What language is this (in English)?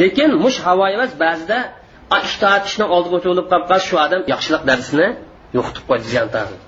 Uyghur